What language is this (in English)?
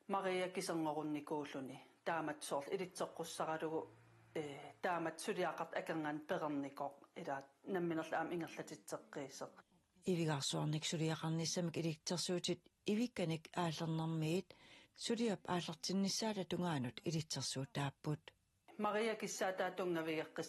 Kalaallisut